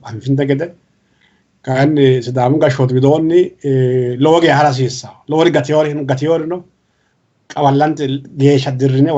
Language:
Sidamo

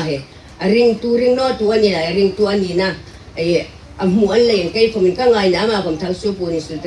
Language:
Hmar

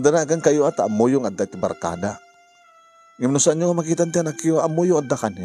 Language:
Iloko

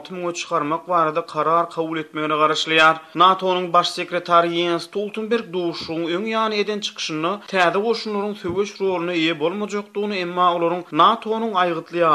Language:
Turkmen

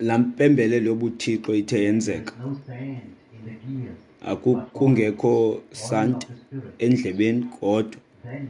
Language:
Xhosa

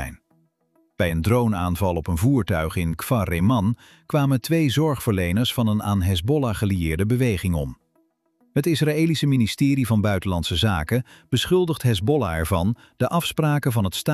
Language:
Dutch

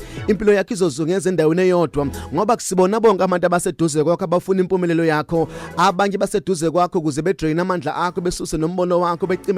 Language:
Zulu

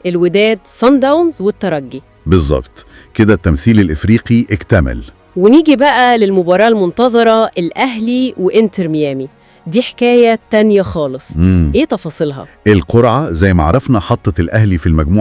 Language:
Egyptian Arabic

